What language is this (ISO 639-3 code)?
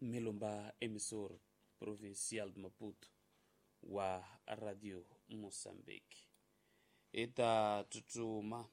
tso